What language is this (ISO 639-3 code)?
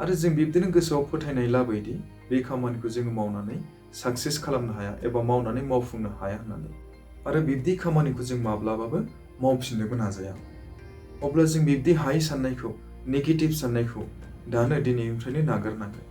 brx